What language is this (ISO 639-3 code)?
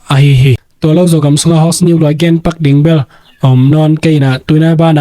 ctd